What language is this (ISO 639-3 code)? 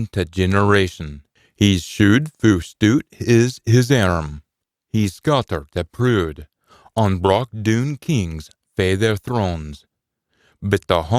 sco